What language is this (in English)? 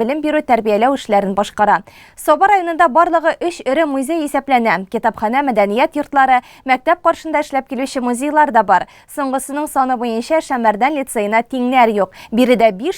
Tatar